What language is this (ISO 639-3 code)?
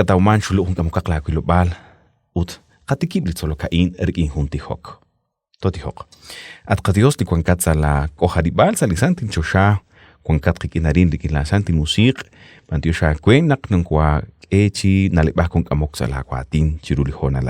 kek